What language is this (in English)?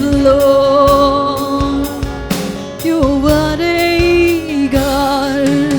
Waray